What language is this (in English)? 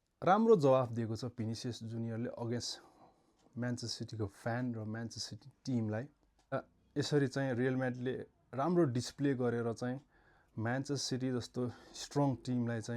Nepali